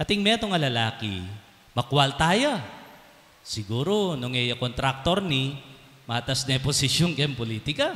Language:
Pampanga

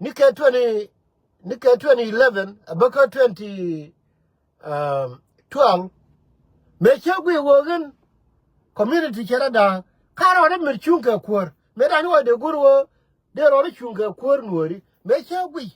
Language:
Nuer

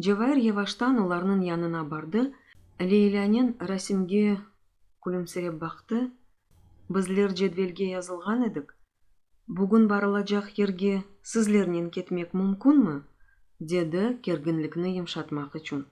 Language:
Crimean Tatar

